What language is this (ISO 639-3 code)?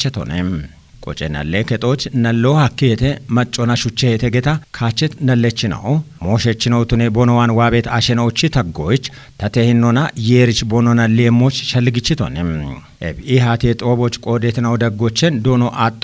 kbr